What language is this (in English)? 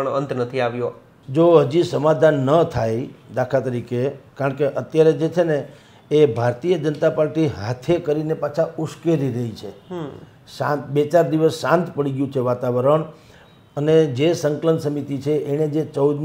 Gujarati